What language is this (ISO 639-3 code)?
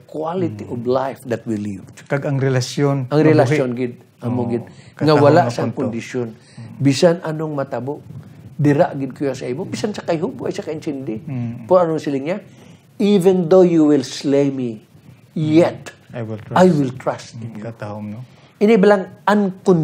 hil